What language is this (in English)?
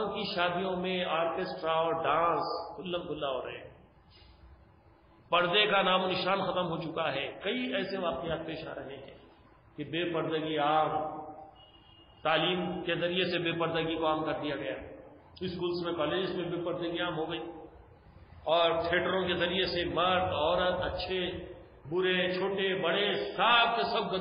Urdu